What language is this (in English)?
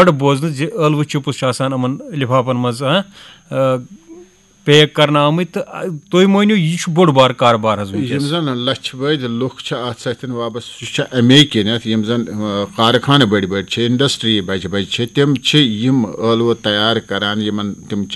Kashmiri